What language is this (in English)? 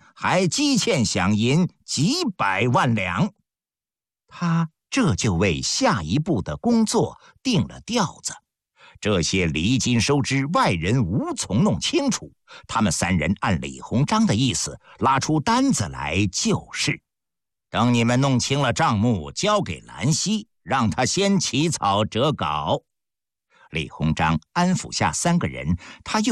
Chinese